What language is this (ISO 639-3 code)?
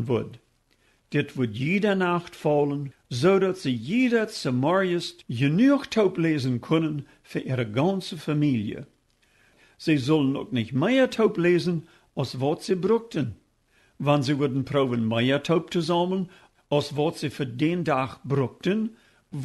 pdt